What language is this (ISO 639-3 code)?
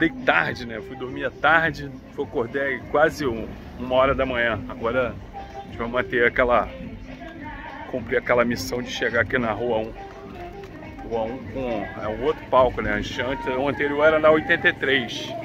por